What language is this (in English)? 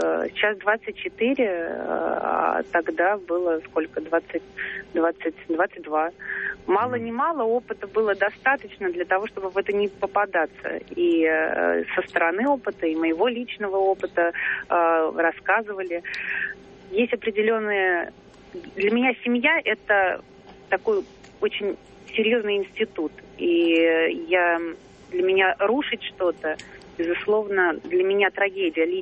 Russian